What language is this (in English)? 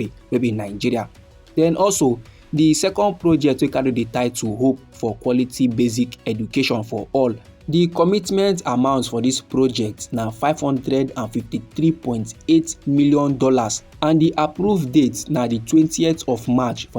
Nigerian Pidgin